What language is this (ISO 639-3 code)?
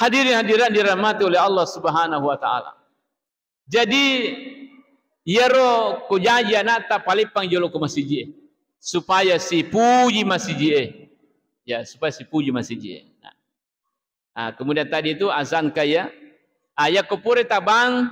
bug